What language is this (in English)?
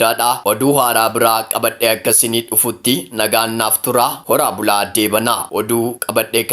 Oromo